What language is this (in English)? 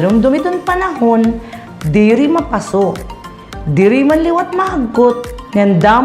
Waray